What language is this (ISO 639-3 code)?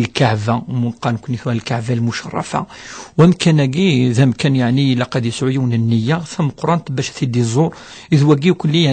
kab